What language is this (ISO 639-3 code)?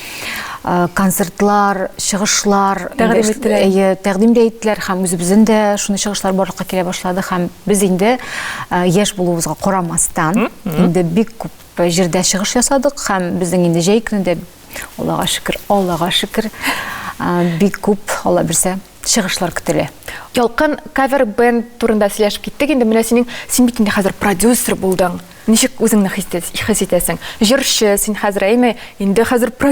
tat